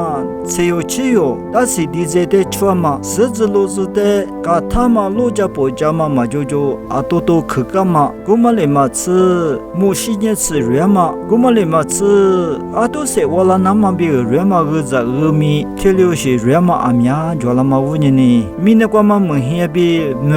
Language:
Lisu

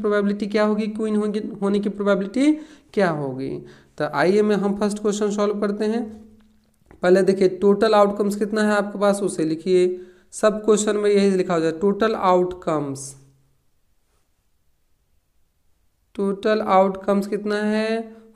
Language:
Hindi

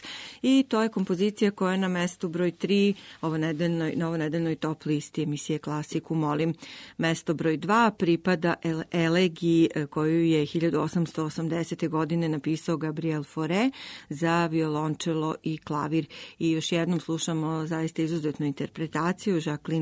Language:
Serbian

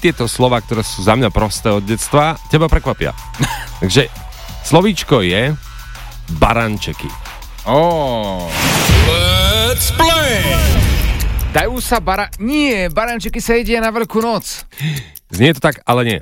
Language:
Slovak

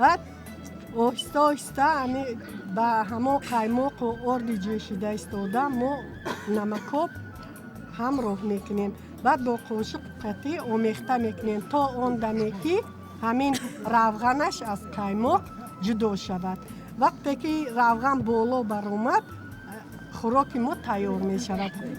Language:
Tajik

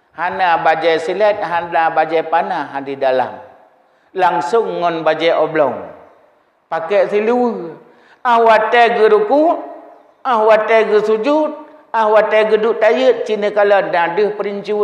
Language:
Achinese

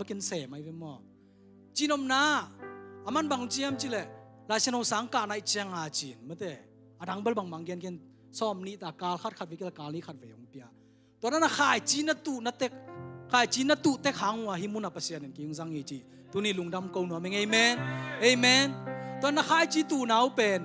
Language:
Tedim Chin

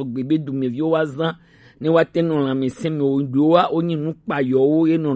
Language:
Gen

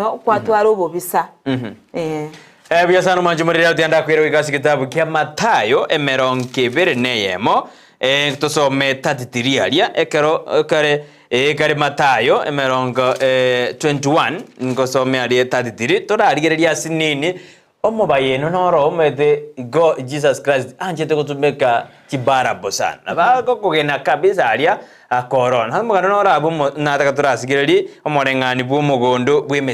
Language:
Gusii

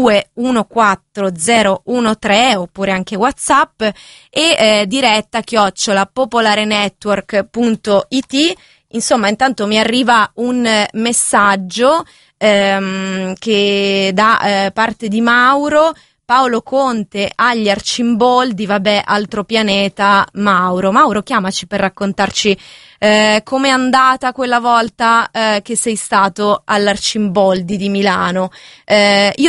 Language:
Italian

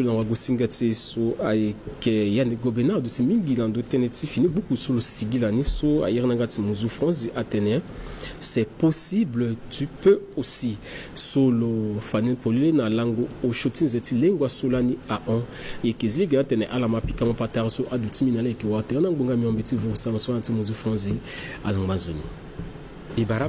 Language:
Sango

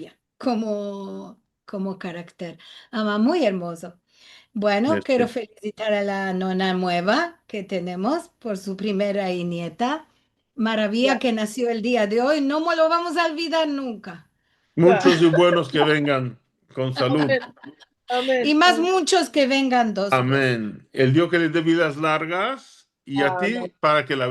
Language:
Ladino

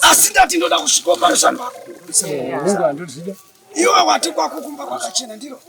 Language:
Shona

